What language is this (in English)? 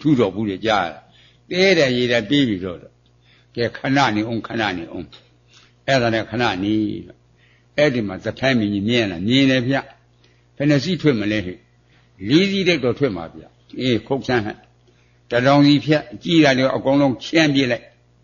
Burmese